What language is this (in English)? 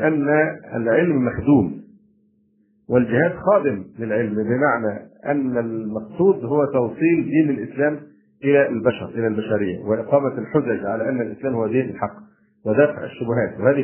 Arabic